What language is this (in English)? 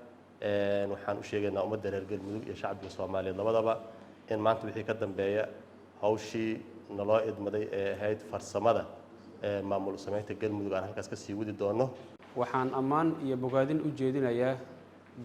Somali